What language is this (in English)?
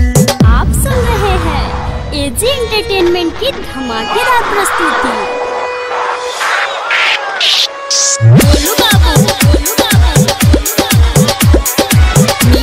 Bhojpuri